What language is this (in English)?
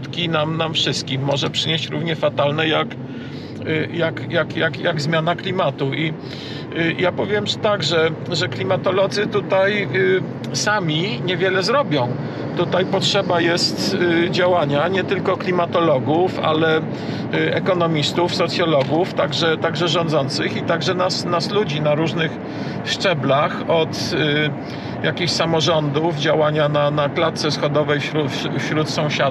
Polish